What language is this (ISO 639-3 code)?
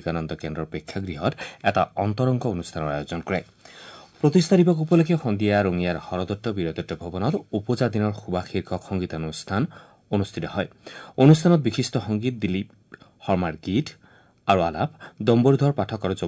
asm